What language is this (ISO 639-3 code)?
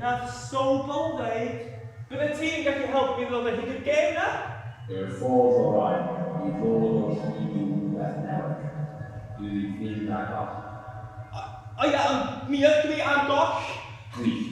cym